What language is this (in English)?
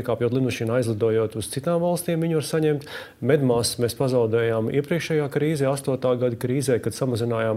Latvian